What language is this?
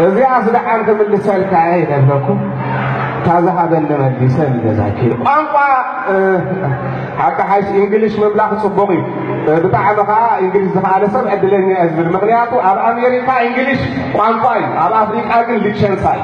Tigrinya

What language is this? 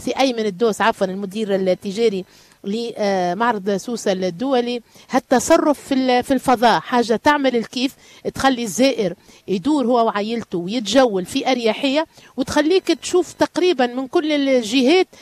Tunisian Arabic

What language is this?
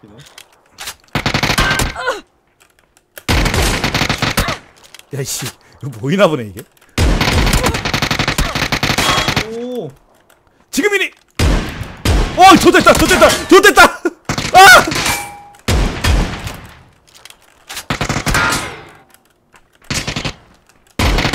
Korean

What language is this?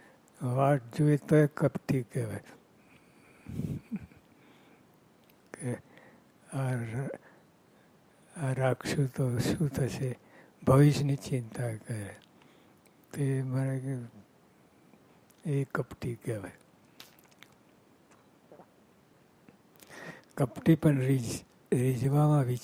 Gujarati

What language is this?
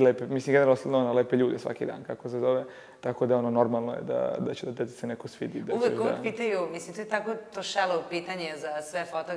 Serbian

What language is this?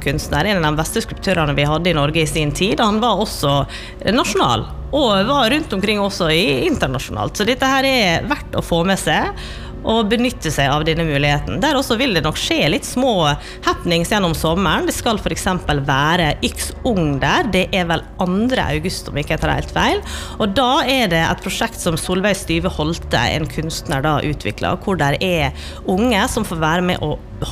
Norwegian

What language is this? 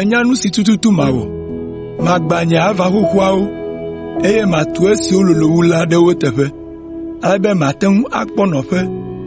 Ewe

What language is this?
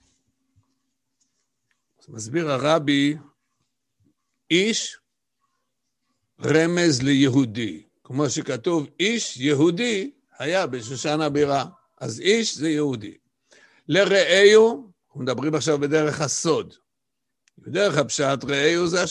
Hebrew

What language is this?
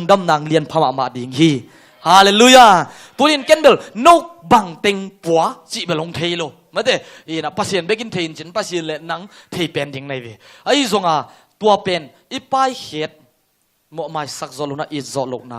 Tedim Chin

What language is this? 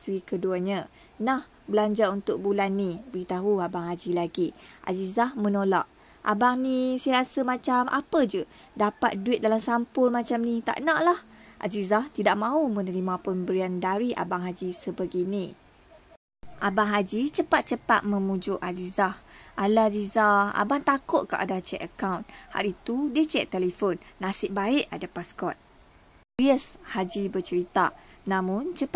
Malay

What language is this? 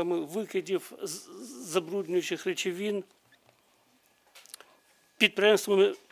Ukrainian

